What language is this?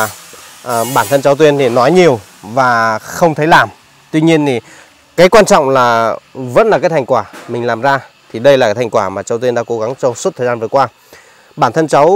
Vietnamese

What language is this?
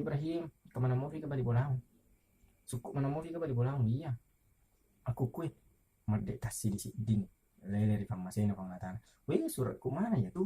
Buginese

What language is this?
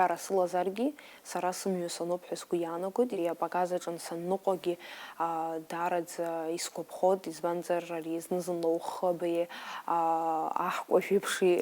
Abkhazian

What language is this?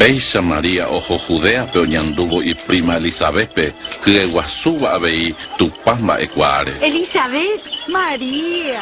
Guarani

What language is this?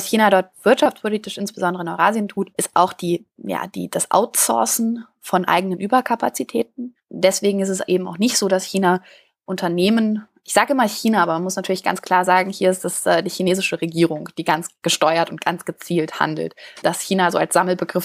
German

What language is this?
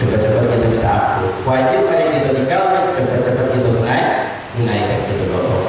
Musi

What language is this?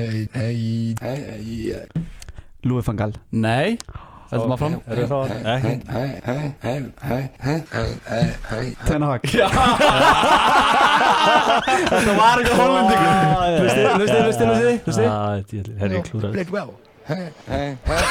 Icelandic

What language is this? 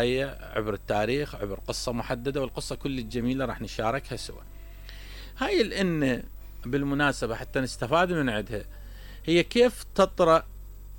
Mesopotamian Arabic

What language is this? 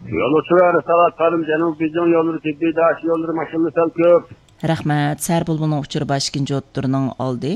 Uyghur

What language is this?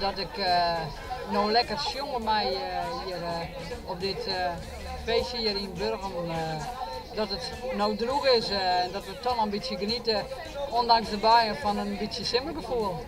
Western Frisian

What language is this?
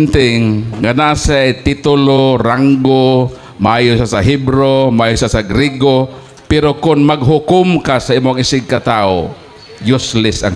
Cebuano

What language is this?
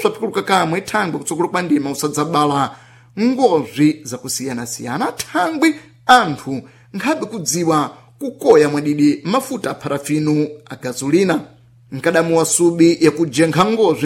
Sena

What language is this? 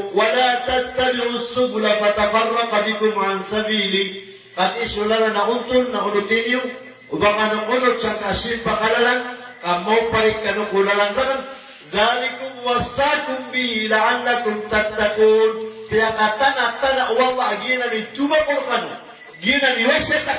Maranao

